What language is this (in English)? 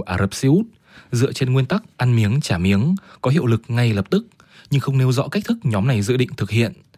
Vietnamese